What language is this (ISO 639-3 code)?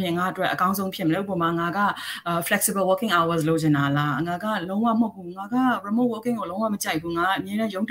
mya